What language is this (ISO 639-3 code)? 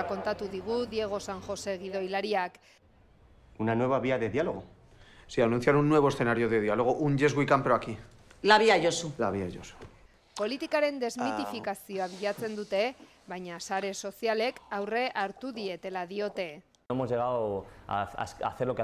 eus